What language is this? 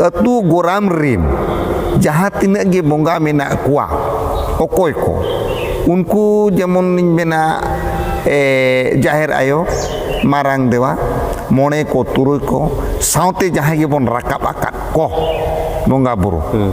Santali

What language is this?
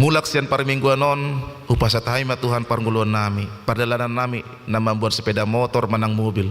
Batak Toba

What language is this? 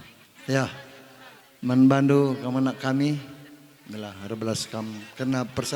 Batak Karo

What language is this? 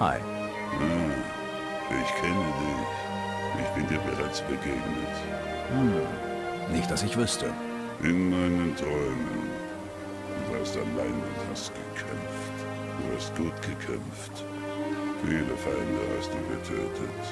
Bavarian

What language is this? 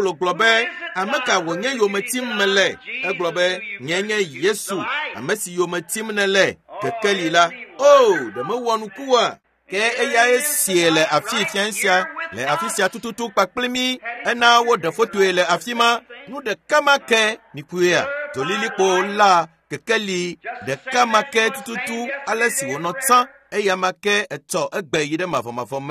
Ewe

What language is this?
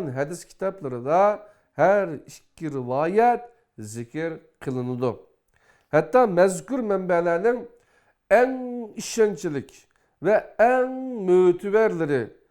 Uyghur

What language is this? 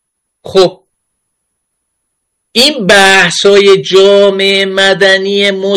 Persian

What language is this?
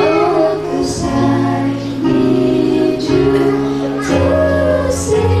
Batak Toba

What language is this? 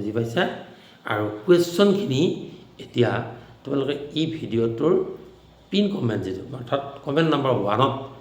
Assamese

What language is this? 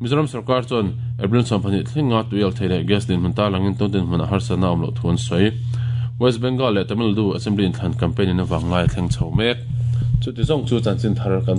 Mizo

